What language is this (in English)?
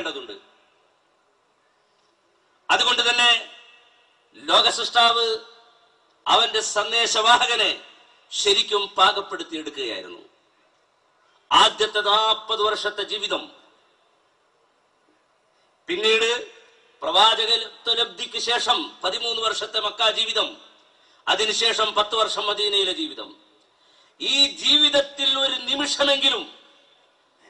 Malayalam